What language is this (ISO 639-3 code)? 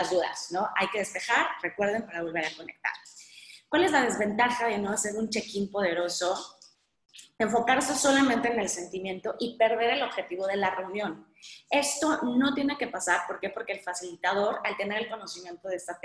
spa